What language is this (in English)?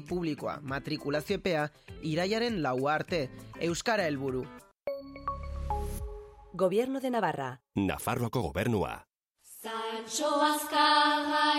Basque